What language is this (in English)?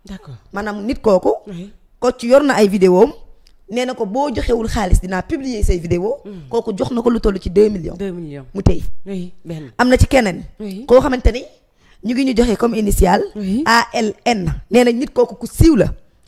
Wolof